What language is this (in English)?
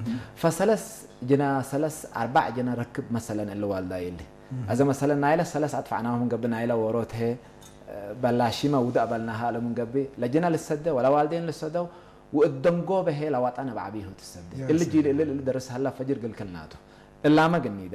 Tigrinya